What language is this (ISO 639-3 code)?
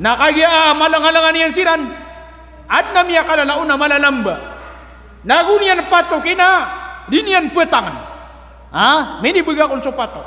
mrw